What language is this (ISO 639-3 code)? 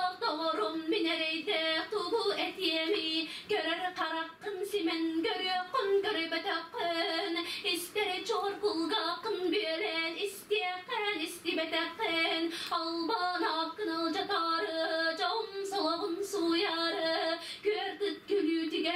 sah